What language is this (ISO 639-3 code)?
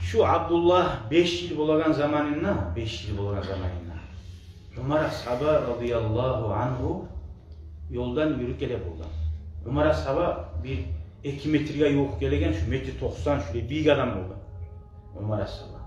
kum